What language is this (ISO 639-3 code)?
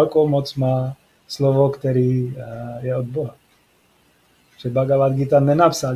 ces